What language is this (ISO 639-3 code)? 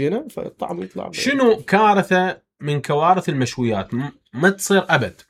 acm